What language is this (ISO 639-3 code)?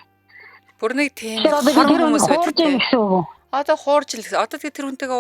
mon